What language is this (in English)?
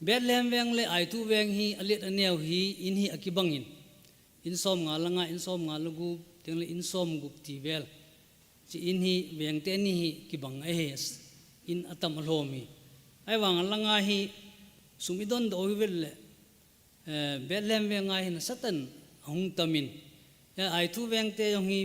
Thado Chin